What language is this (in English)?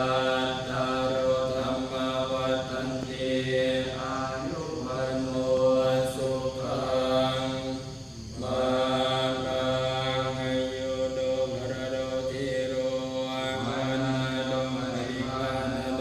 Pali